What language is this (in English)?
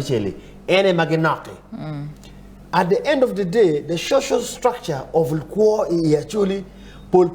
Acoli